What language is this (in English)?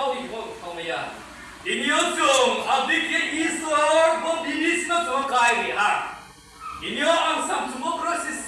Riang (India)